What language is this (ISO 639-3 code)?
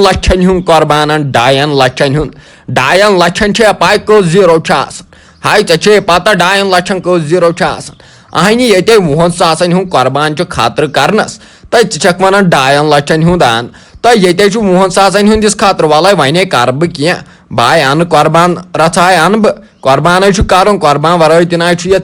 kas